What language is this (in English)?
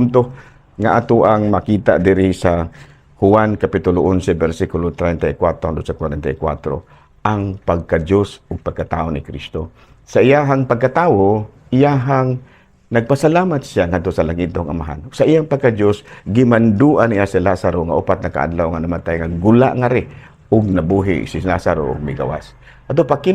Cebuano